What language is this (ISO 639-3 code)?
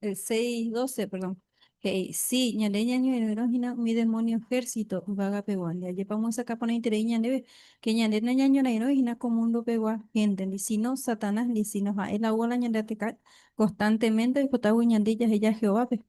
grn